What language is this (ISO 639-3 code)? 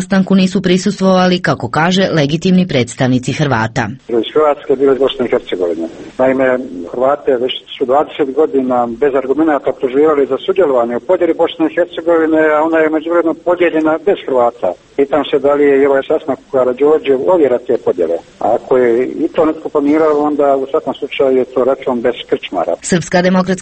hrv